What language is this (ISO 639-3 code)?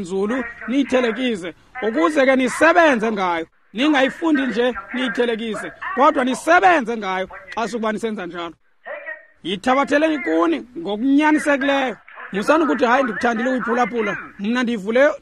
xho